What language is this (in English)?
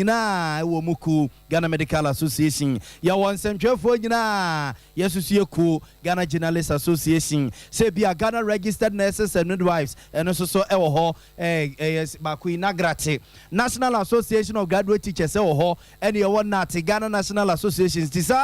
Akan